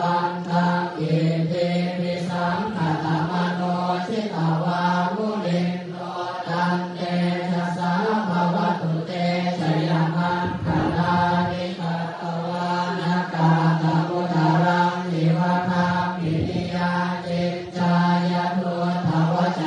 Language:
Pali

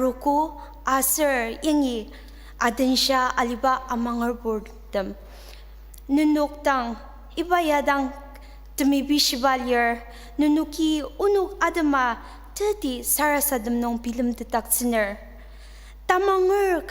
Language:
Ao Naga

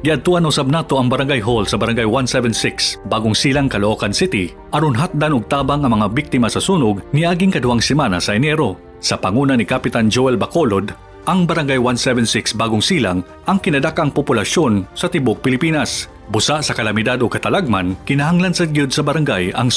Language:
Cebuano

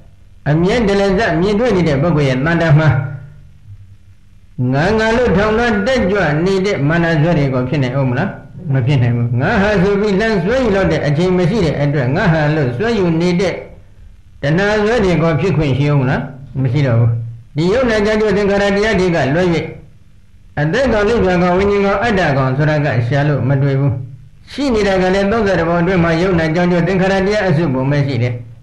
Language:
Burmese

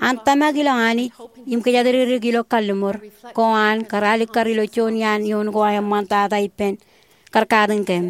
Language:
Marshallese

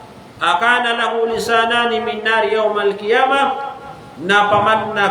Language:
Maranao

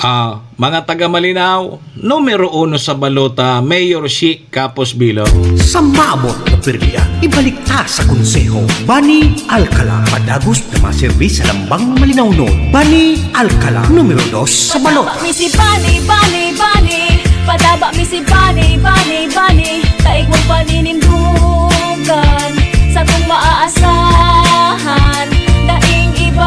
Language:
Bikol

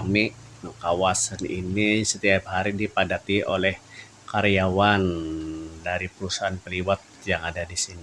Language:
Banjar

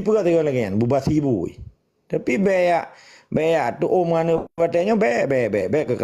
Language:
Achinese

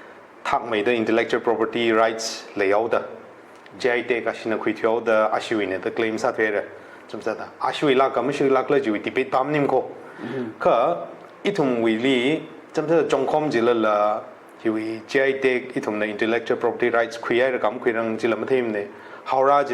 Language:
Tangkhul Naga (India)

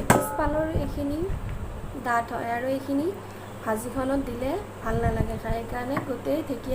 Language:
Assamese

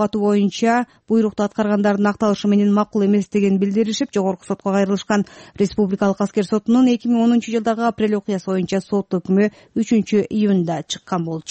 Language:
Kyrgyz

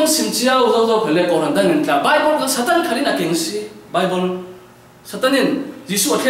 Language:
Falam Chin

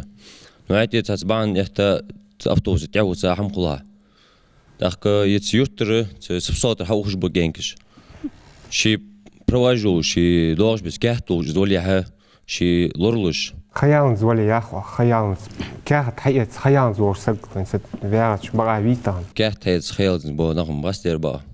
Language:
Ingush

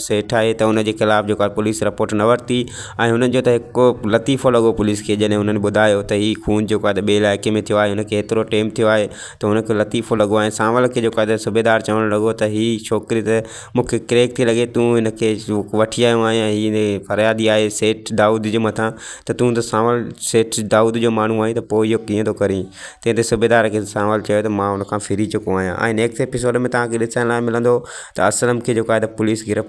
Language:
Sindhi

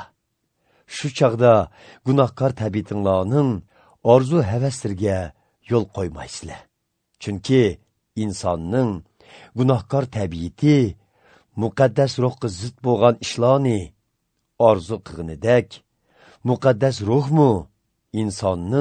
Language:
Uyghur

